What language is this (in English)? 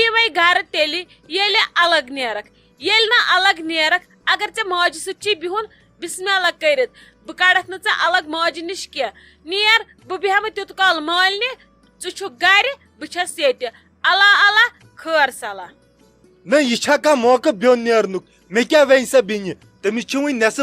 Kashmiri